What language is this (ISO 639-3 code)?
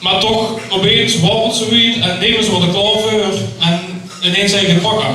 lim